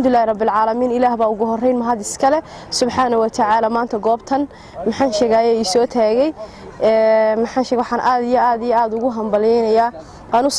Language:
Somali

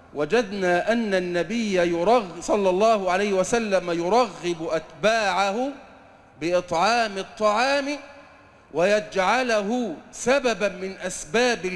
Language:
Arabic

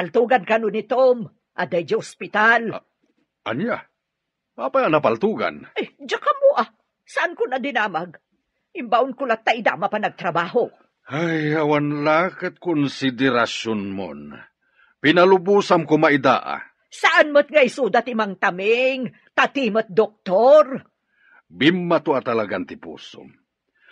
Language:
Iloko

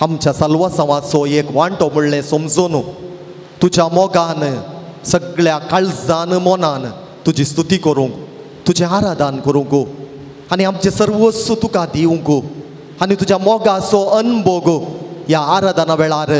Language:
Konkani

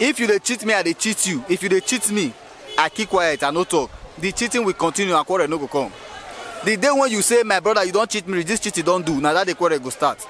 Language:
Nigerian Pidgin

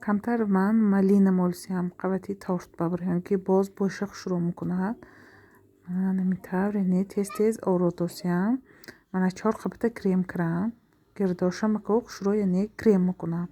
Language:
Tajik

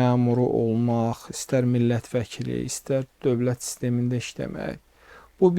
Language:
Azerbaijani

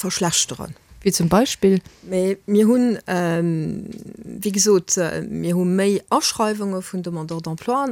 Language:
Luxembourgish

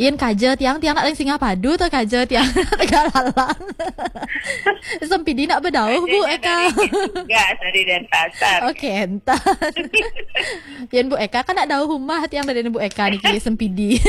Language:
Balinese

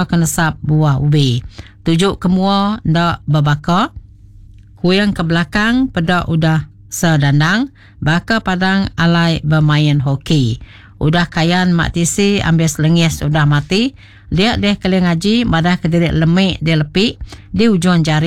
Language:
Iban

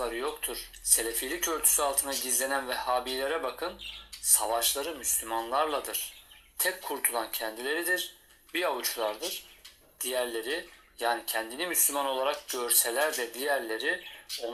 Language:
Turkish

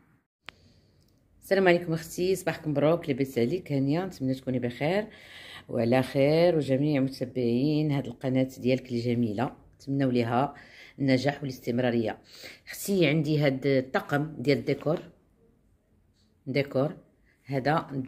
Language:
Moroccan Arabic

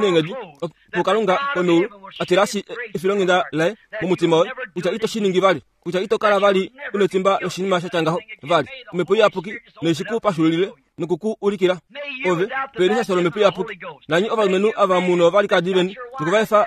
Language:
Kuanyama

